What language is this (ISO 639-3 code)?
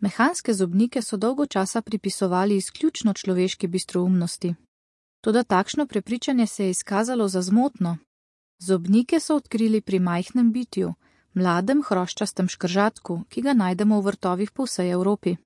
slv